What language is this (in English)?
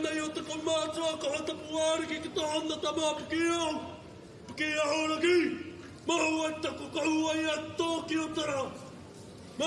Māori